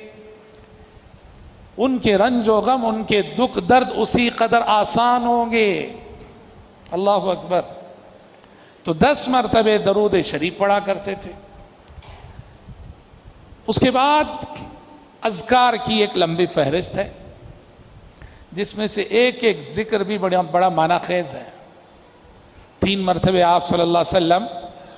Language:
Urdu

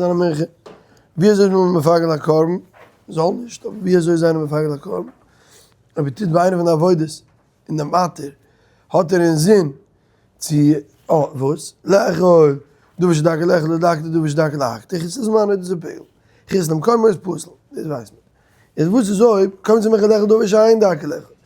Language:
Yiddish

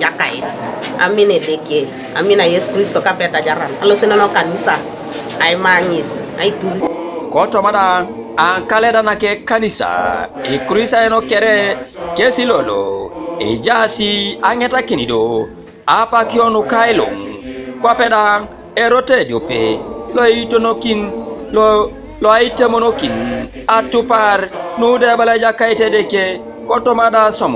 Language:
Teso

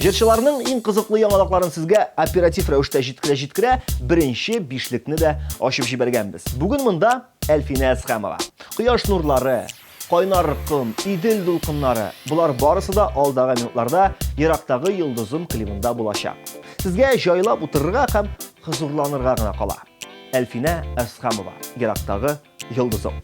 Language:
Tatar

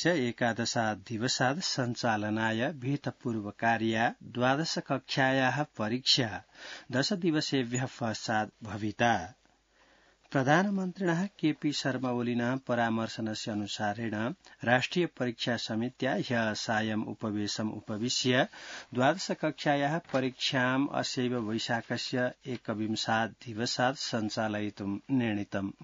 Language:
Sanskrit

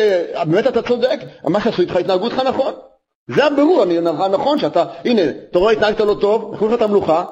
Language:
Hebrew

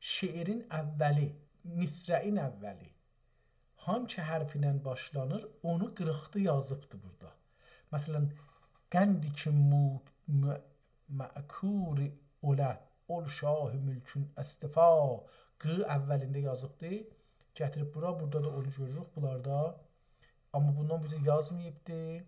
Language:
South Azerbaijani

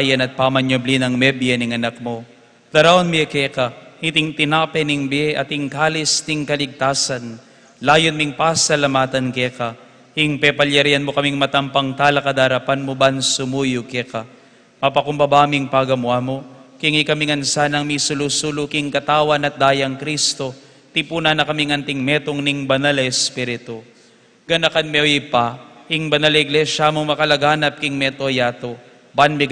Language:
Pampanga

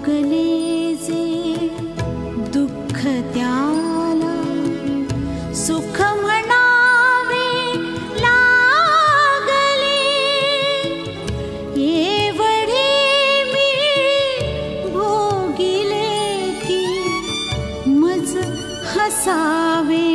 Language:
Marathi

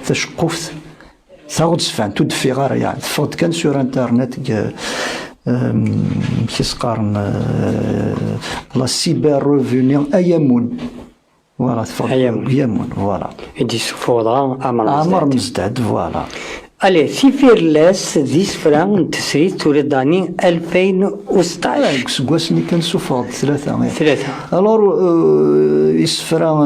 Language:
Kabyle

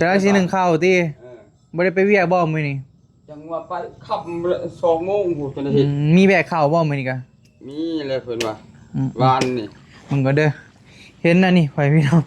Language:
Northeastern Thai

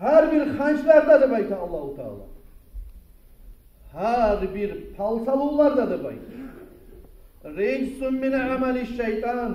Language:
Kumyk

